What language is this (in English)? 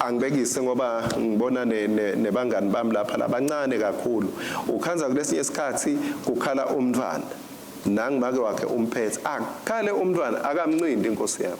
Swati